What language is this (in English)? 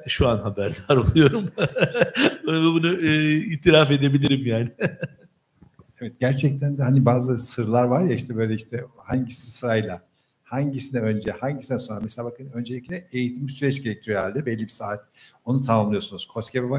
Turkish